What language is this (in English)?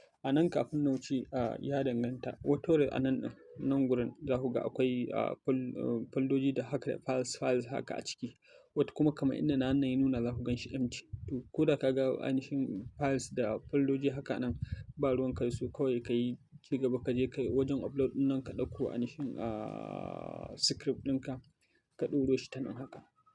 Hausa